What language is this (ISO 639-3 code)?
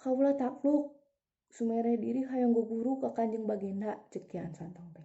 sun